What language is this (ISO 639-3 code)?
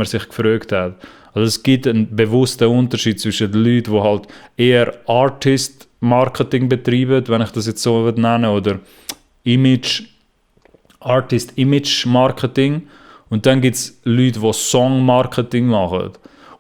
gsw